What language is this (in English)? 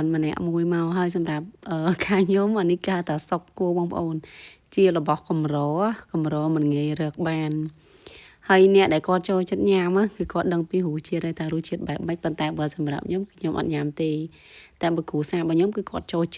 Khmer